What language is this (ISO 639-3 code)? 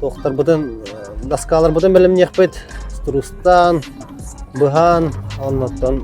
sah